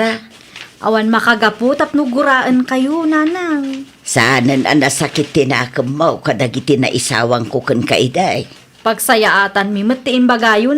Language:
Iloko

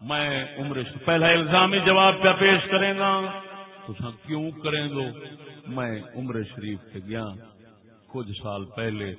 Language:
Saraiki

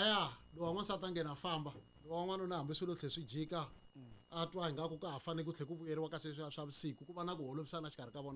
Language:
Tsonga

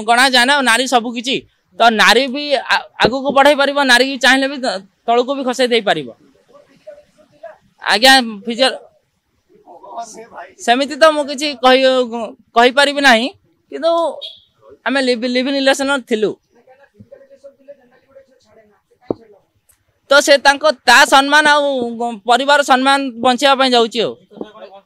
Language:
Odia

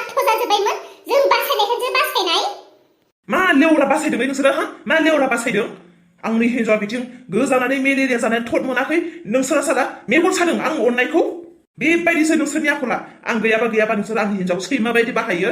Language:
Bodo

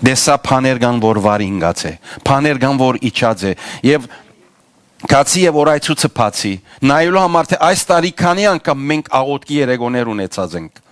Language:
Western Armenian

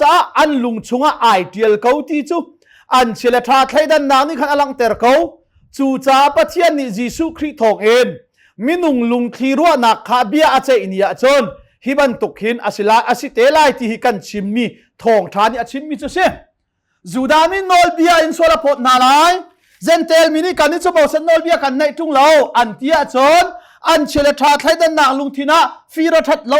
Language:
Hakha Chin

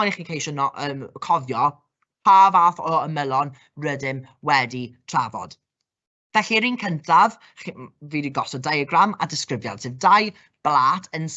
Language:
Welsh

